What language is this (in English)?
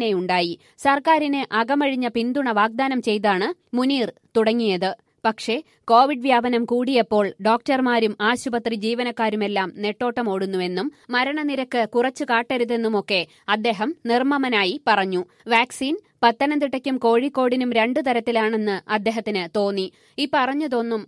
Malayalam